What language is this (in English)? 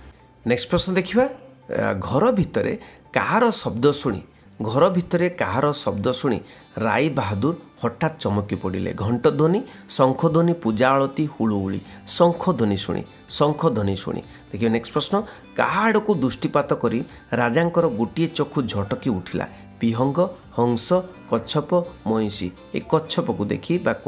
Odia